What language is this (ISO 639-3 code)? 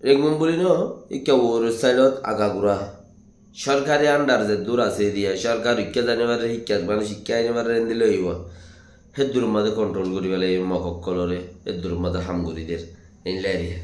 rhg